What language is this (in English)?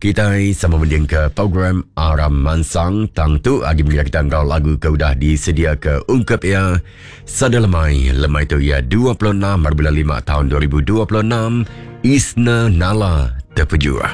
Iban